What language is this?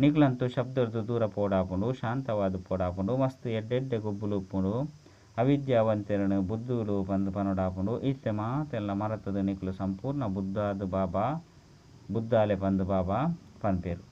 Tulu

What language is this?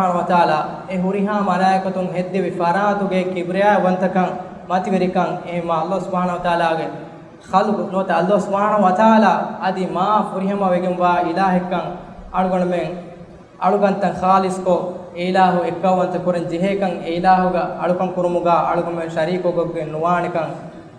Divehi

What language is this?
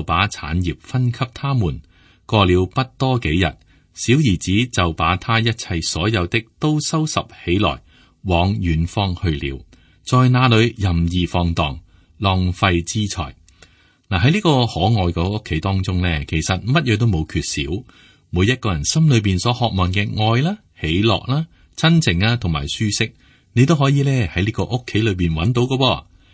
Cantonese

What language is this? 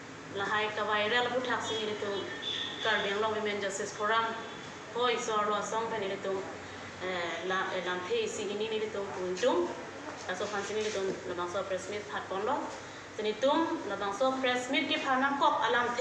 Karbi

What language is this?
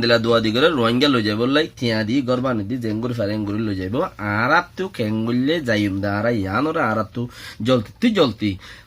Rohingya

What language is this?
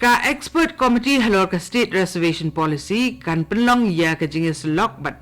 Khasi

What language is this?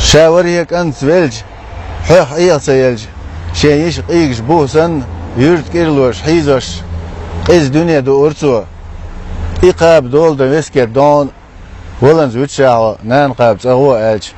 Chechen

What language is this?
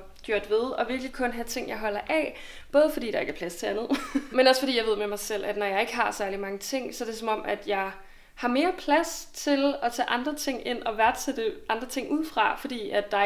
Danish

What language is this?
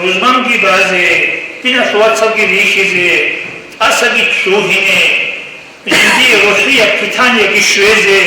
Avaric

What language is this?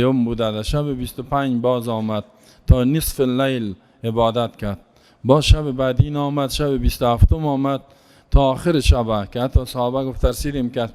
Persian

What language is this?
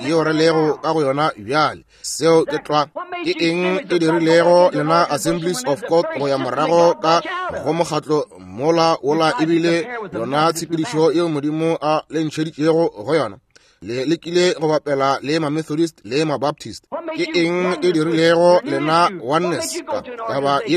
Northern Sotho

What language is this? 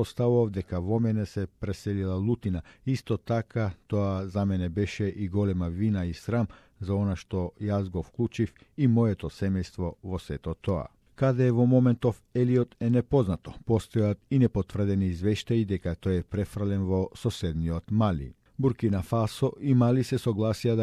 Macedonian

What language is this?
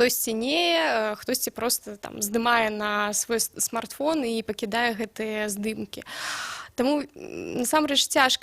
Belarusian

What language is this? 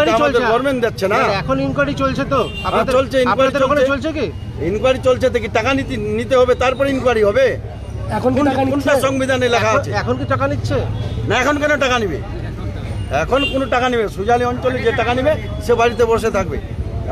Bangla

